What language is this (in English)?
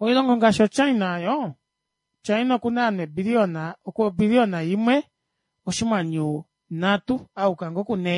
Kuanyama